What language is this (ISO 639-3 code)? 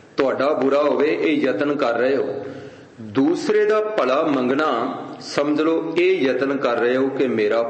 pan